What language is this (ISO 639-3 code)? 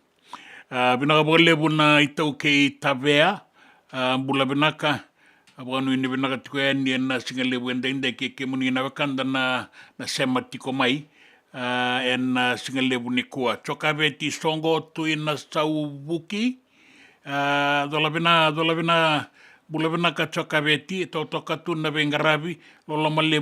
fij